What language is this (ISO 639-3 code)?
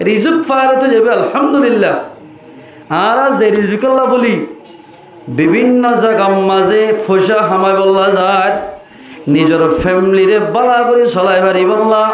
rhg